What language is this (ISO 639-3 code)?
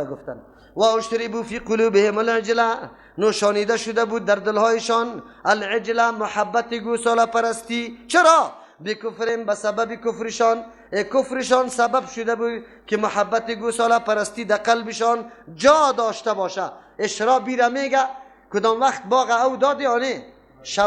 fas